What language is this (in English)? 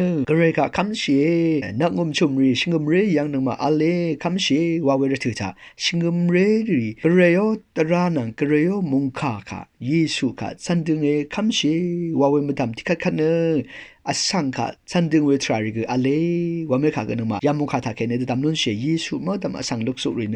Rawang